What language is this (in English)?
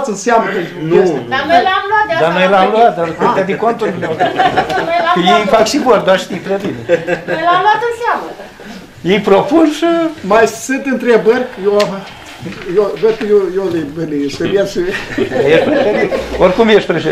Romanian